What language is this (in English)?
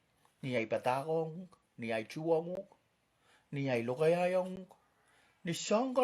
Pohnpeian